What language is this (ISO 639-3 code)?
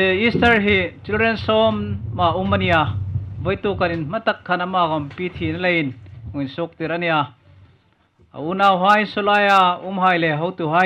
hmr